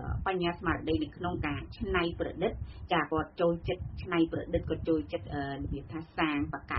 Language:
Khmer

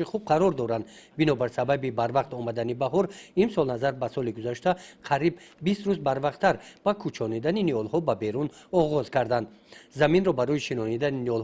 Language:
Tajik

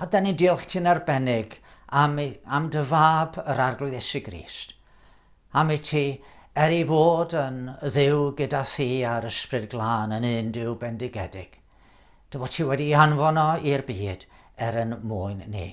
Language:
Welsh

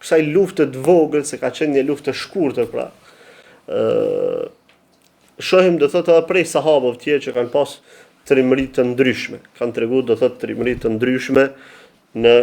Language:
Albanian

